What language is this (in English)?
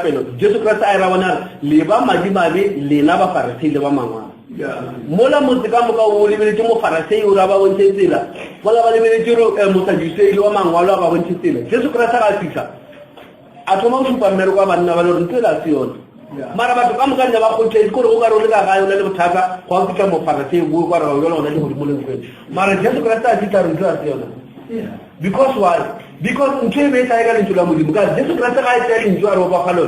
Northern Sotho